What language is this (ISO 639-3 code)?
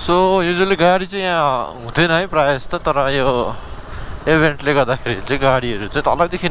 nep